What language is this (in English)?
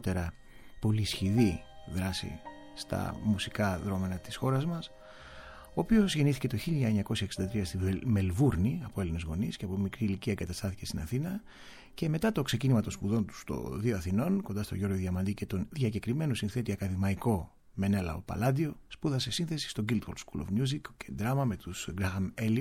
Greek